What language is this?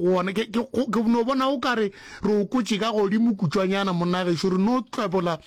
Northern Sotho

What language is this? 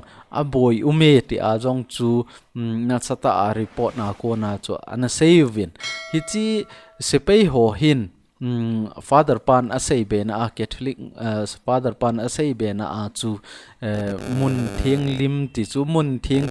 Thado Chin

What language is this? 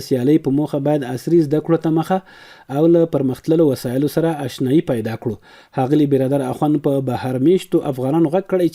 Pashto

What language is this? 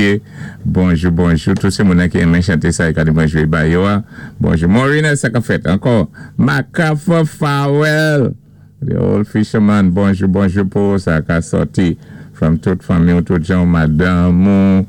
Saint Lucian Creole French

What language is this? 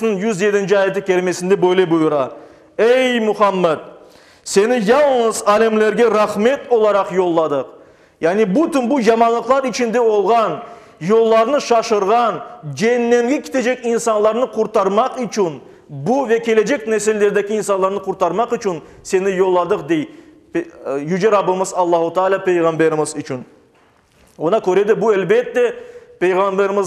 Crimean Tatar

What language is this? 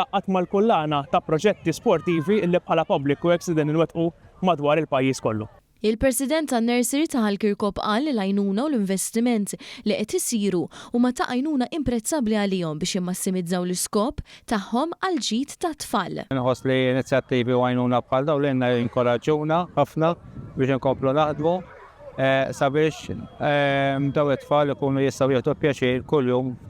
Maltese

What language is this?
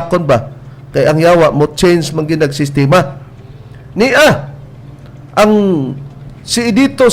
Cebuano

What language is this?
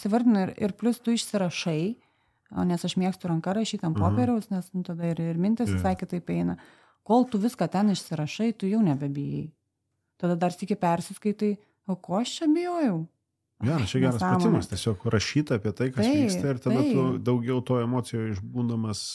Lithuanian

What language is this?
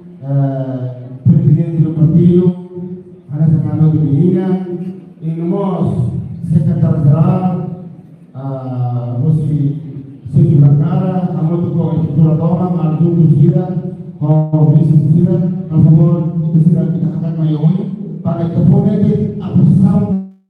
Tetum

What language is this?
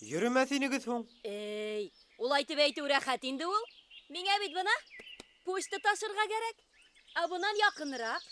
Bashkir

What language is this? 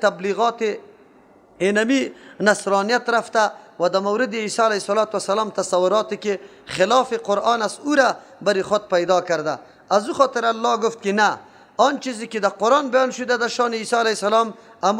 Persian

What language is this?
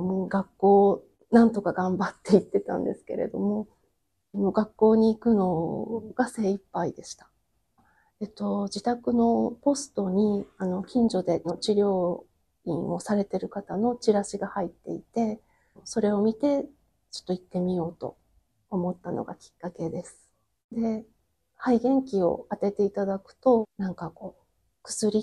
Japanese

